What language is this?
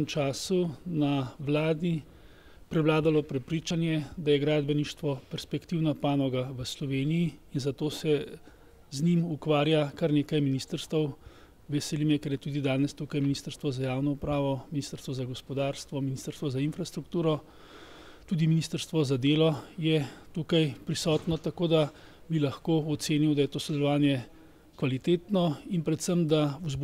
Slovenian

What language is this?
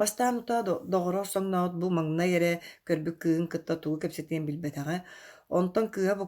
Yakut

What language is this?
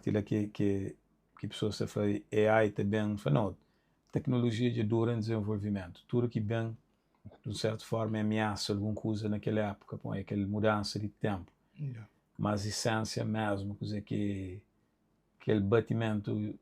Kabuverdianu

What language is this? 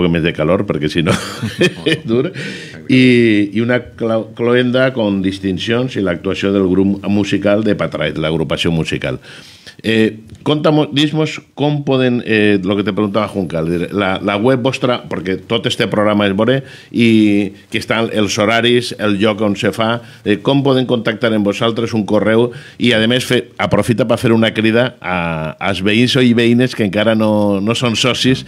Catalan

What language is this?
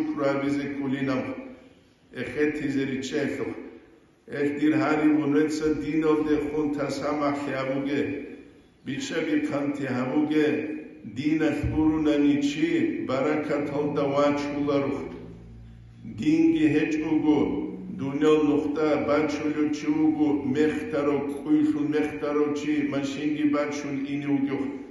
Avaric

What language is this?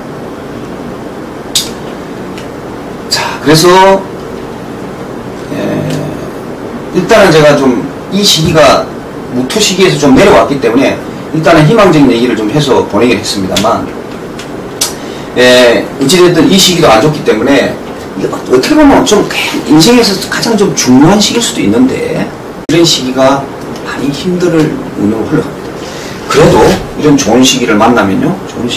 Korean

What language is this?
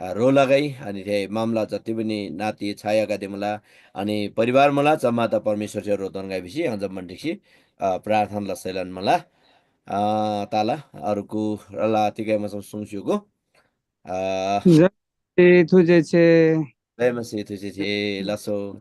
Eastern Tamang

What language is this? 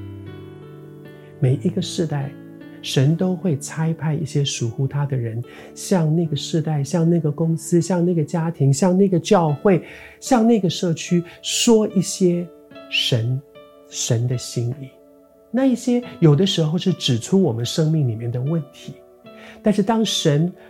Chinese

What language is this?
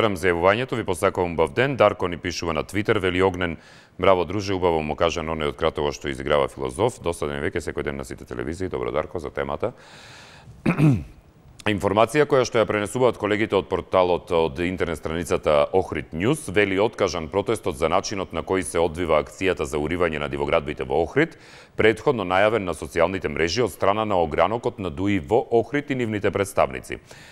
Macedonian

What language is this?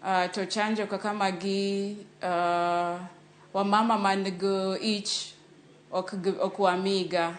Luo (Kenya and Tanzania)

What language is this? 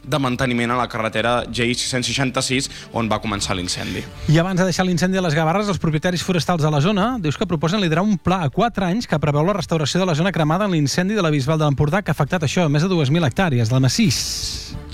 Catalan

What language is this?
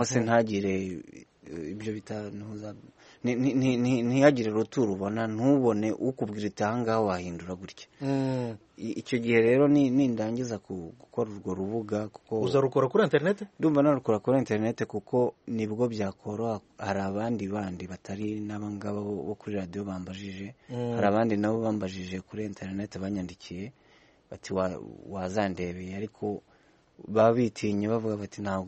Kinyarwanda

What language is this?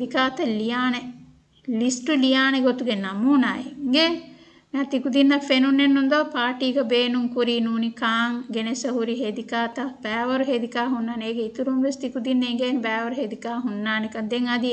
Divehi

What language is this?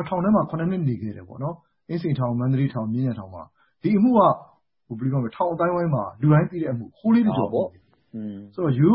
Burmese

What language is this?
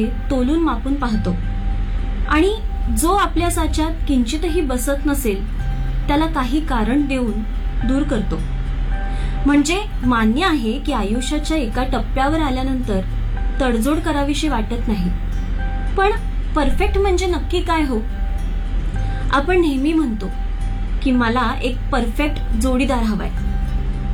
Marathi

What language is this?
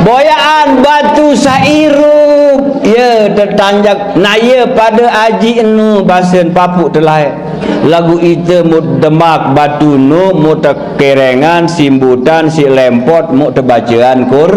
Sasak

